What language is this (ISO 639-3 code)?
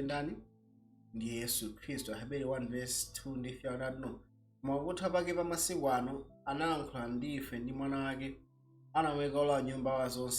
nya